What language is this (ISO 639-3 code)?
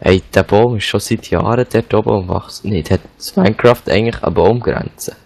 gsw